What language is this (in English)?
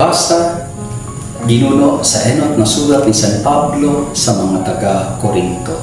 Bikol